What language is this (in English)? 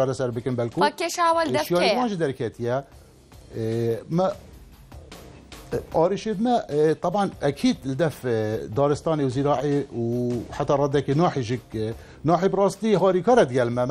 Kurdish